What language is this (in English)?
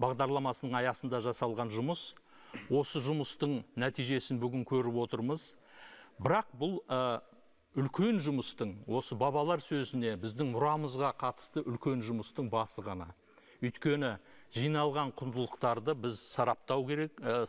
Kazakh